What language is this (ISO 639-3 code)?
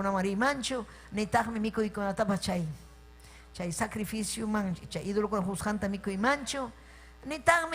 quy